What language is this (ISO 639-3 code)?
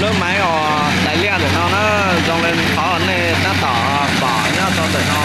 hmn